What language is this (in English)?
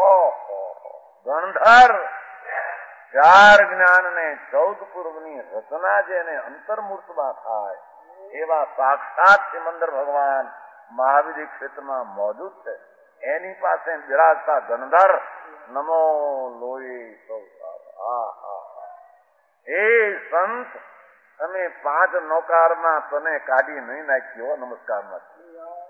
Gujarati